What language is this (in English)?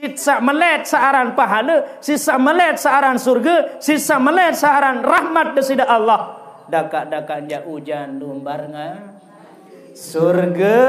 Sasak